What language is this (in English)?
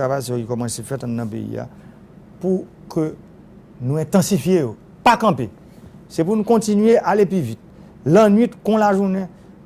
Haitian Creole